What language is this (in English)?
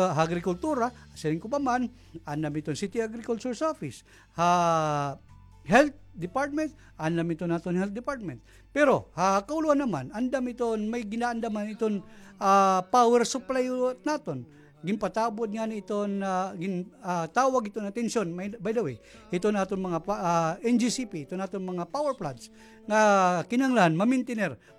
Waray